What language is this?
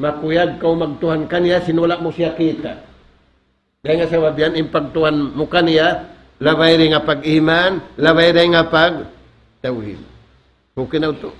Tausug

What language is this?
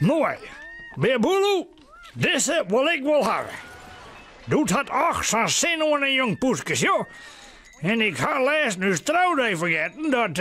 Western Frisian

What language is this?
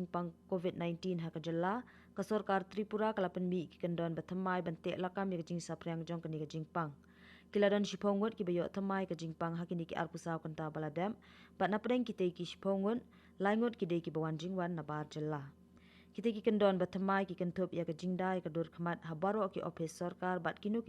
Khasi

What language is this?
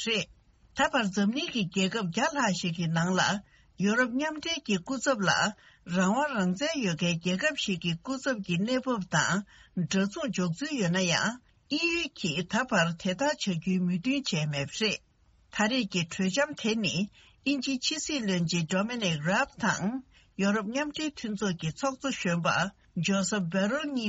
Tibetan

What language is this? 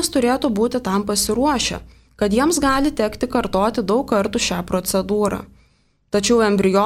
Lithuanian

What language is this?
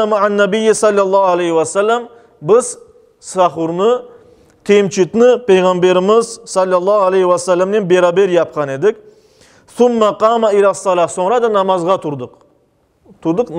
Crimean Tatar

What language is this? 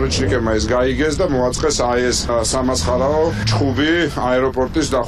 Georgian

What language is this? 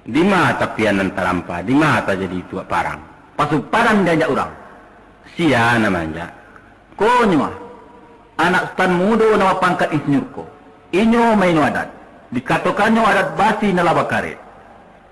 Minangkabau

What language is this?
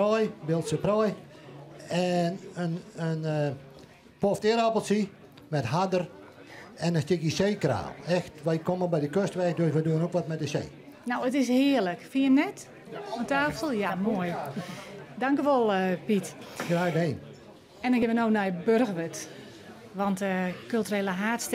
Western Frisian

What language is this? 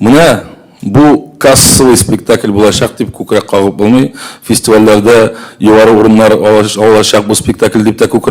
Tatar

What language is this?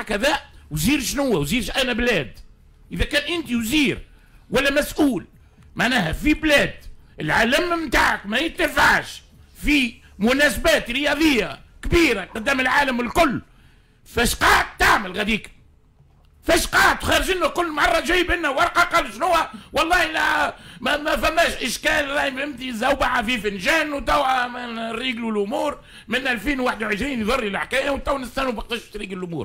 Tunisian Arabic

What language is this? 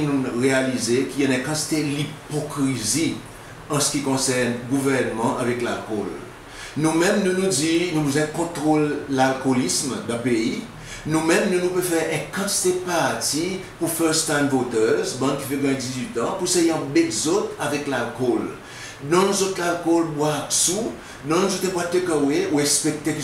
Seselwa Creole French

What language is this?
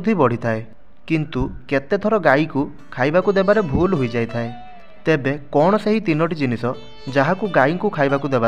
Odia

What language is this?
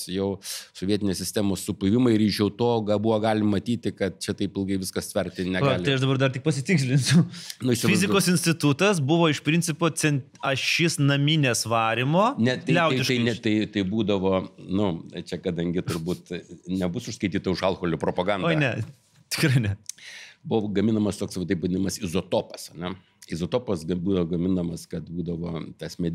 Lithuanian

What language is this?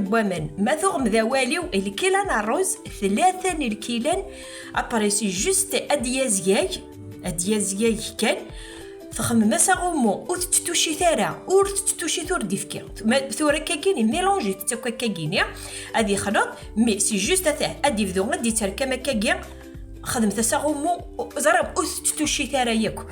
Kabyle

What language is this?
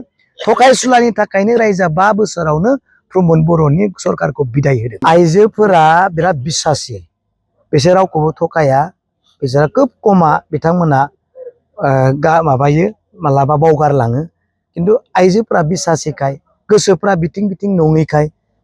Bodo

